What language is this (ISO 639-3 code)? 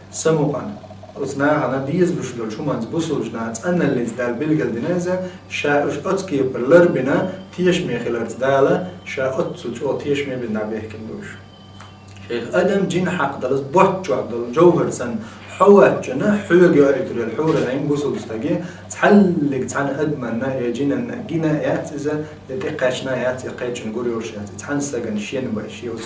che